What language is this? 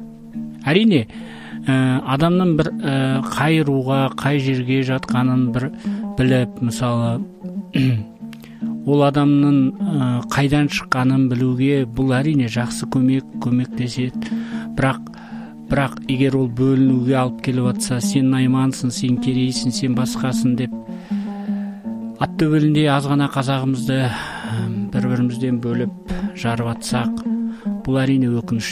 Kazakh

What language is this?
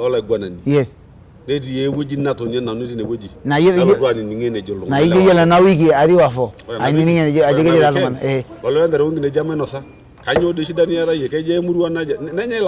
Masai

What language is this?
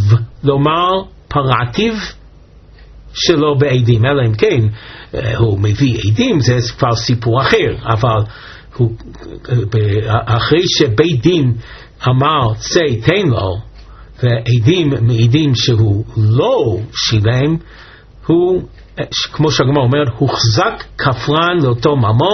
Hebrew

